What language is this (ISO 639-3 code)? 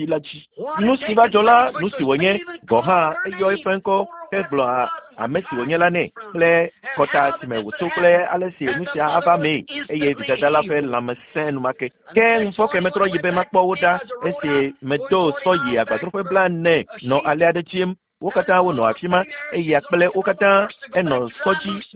ewe